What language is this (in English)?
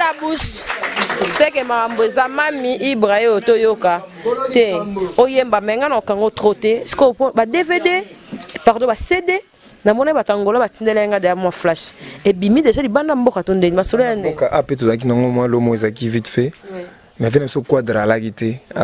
Lingala